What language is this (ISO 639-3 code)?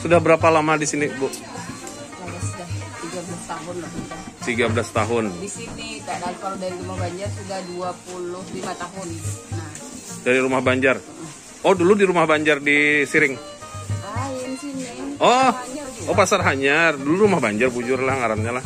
bjn